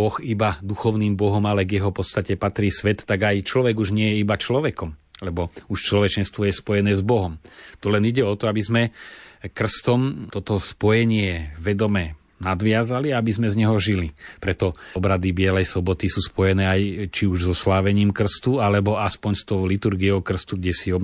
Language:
Slovak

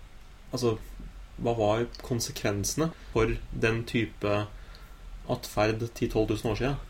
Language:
Norwegian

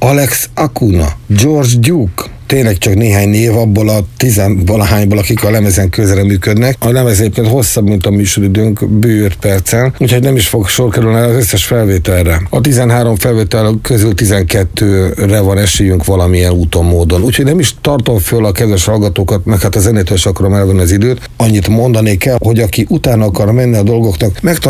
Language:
Hungarian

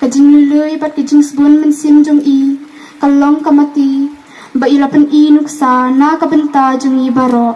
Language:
Khasi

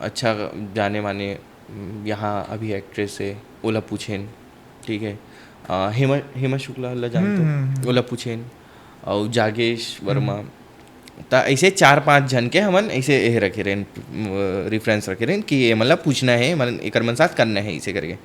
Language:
Chhattisgarhi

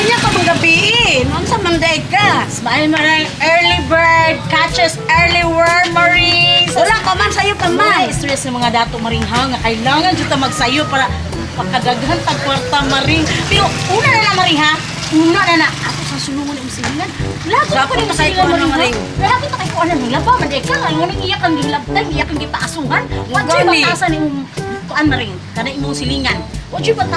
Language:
Cebuano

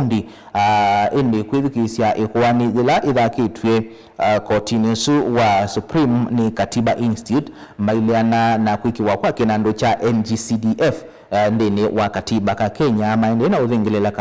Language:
Kamba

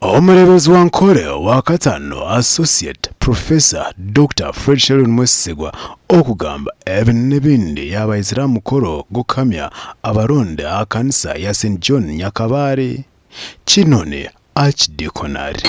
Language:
Nyankole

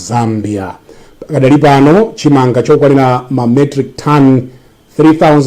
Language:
Nyanja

